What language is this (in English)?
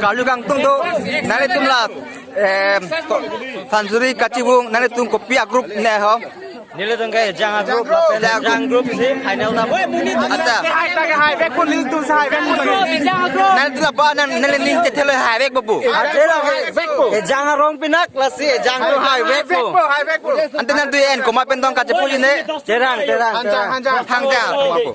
Karbi